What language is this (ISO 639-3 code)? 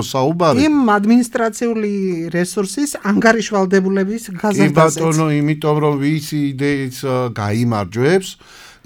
kat